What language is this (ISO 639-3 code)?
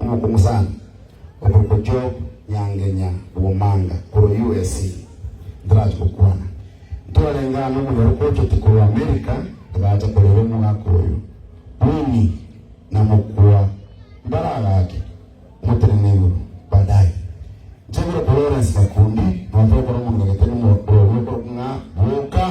guz